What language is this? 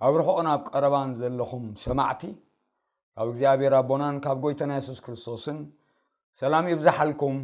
Tigrinya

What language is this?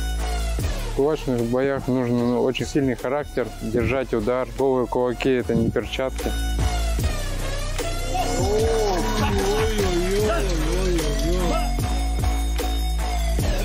Russian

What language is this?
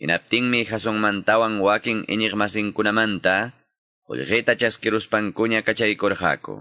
Quechua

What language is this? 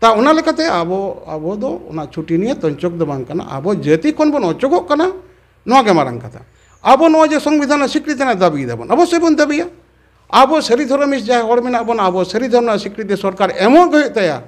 Santali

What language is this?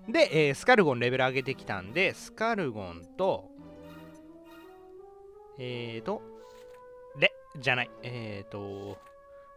Japanese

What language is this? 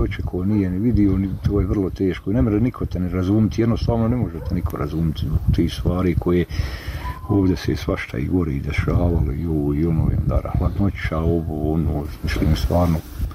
Croatian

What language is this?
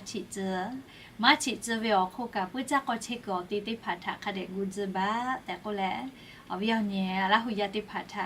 Lahu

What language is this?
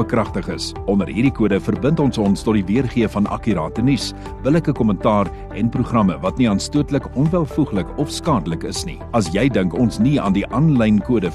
Afrikaans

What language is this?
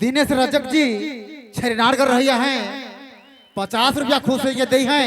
Sadri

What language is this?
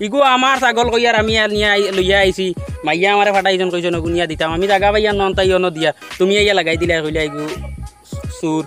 Sylheti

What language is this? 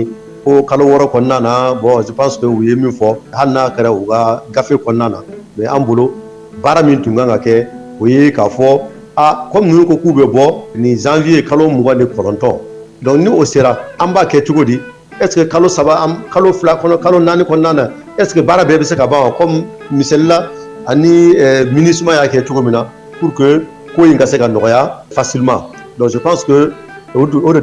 Bambara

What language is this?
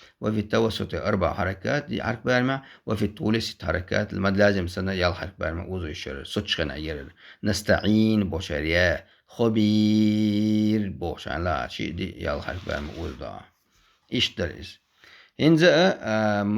Chechen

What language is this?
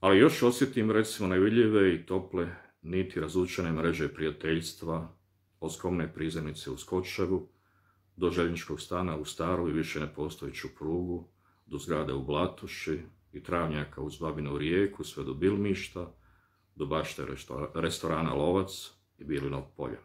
Bosnian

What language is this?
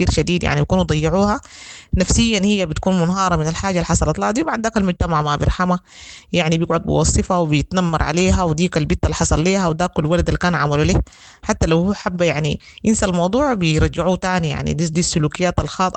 Sudanese Arabic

